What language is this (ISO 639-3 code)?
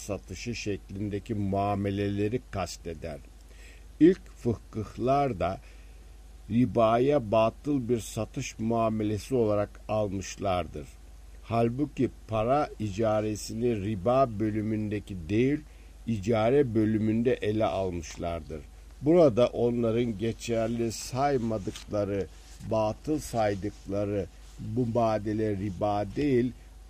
tur